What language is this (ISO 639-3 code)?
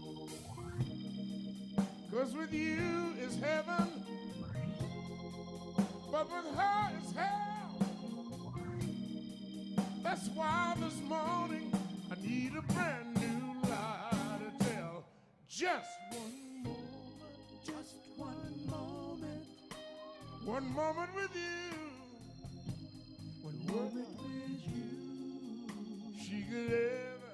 eng